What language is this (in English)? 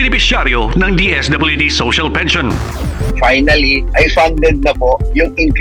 Filipino